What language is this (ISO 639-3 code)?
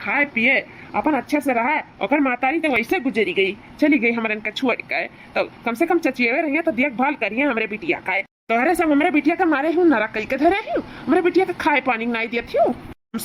awa